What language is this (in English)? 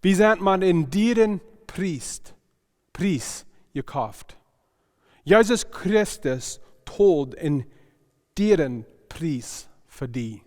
Plautdietsch